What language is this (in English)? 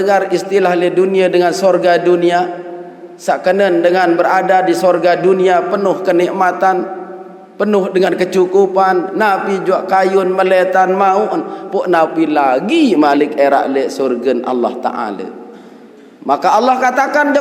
Sasak